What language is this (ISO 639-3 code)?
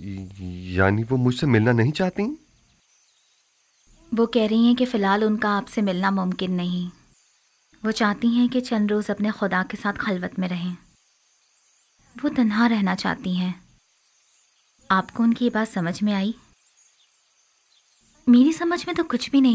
urd